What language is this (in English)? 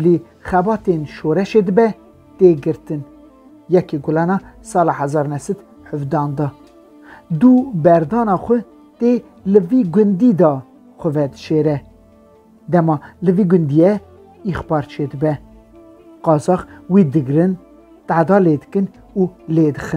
Kurdish